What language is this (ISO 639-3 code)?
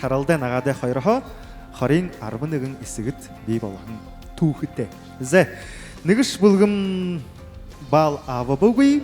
bua